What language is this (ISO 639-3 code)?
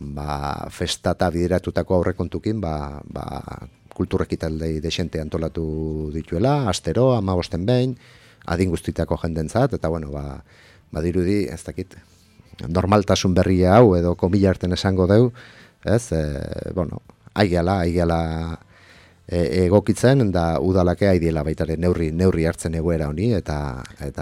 eus